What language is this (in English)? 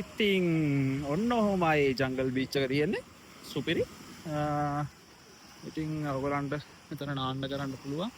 Sinhala